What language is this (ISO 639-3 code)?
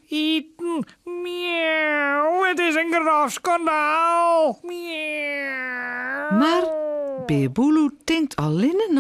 fry